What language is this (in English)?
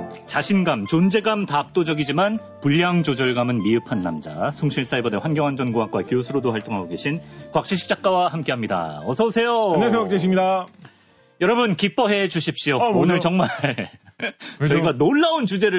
Korean